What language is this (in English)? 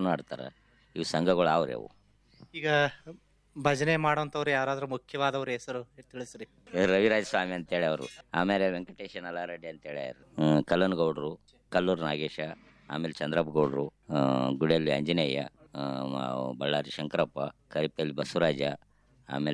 Kannada